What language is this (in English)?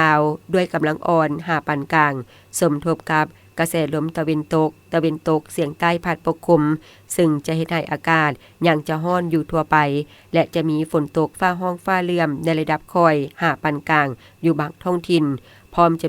Lao